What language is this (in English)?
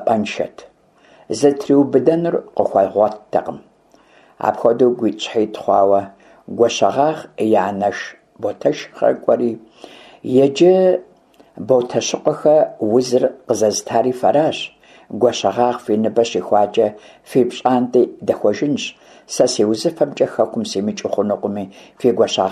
Kabardian